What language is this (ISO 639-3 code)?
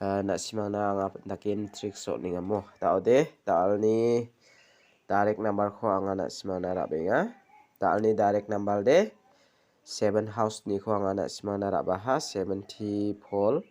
grt